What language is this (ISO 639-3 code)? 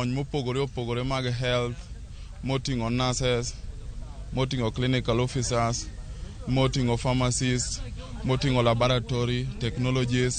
luo